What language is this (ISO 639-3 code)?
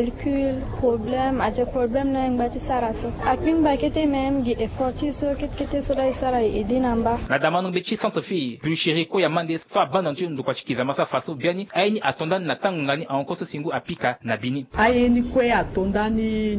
sag